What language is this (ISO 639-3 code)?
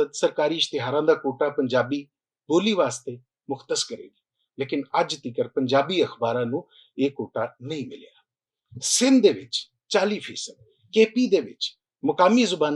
lah